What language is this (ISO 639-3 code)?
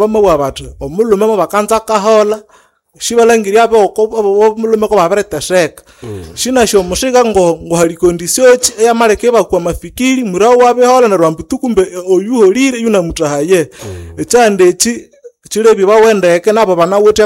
nnb